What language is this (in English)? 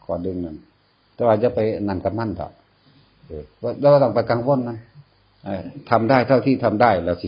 Northeastern Thai